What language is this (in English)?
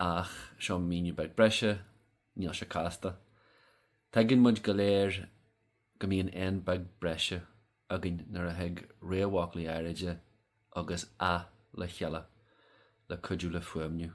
Irish